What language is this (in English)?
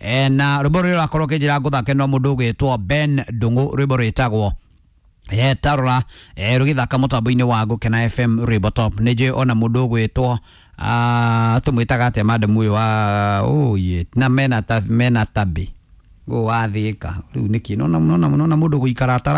Kikuyu